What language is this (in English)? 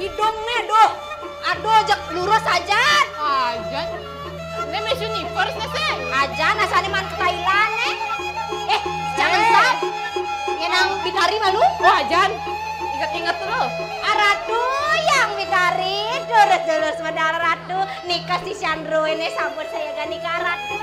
Balinese